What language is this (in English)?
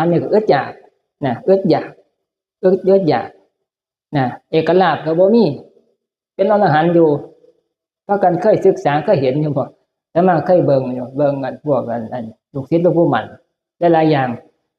Northeastern Thai